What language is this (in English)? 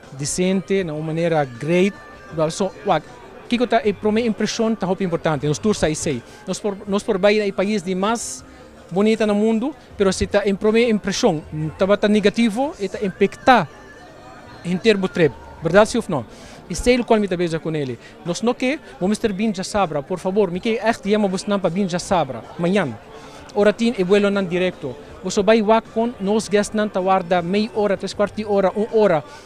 Papiamento